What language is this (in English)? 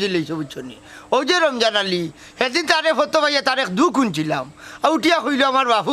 Sylheti